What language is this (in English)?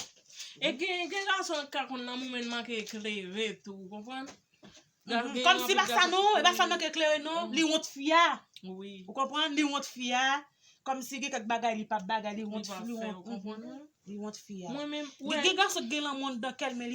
Haitian Creole